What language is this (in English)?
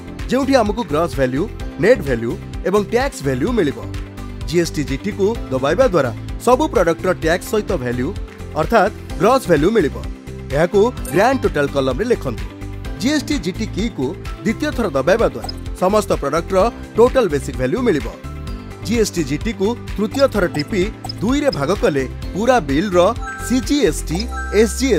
Odia